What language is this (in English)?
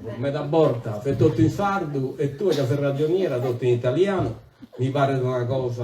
Sardinian